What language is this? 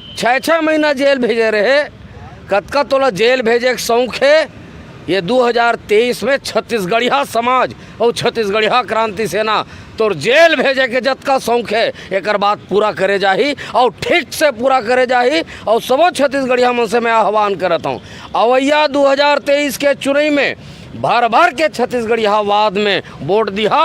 Chhattisgarhi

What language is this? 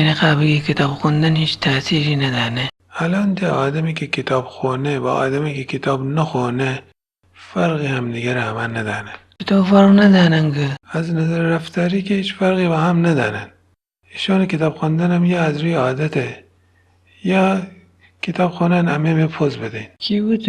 Gilaki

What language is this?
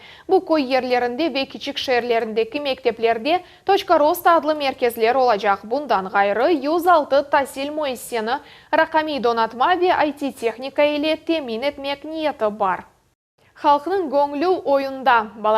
Crimean Tatar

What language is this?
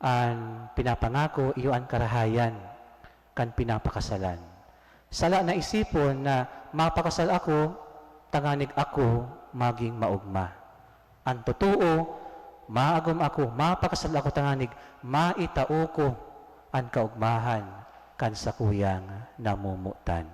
Bikol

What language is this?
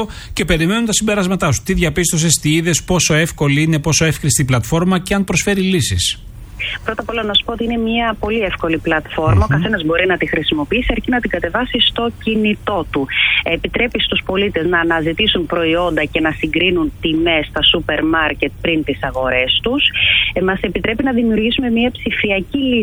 Greek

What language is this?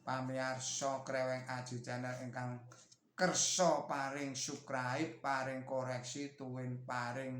Javanese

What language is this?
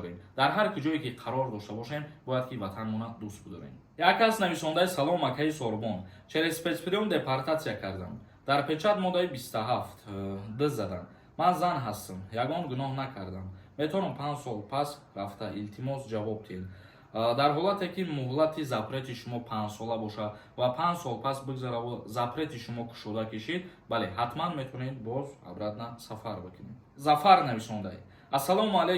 Tajik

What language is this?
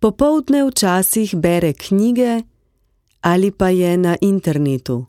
Slovenian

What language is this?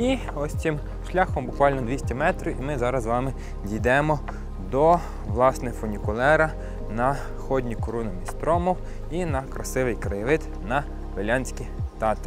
Ukrainian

